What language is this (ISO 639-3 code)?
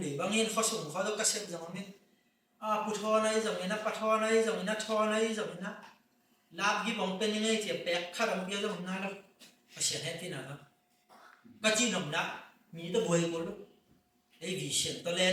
ctd